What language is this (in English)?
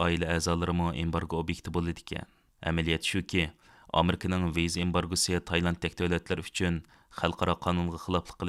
Uyghur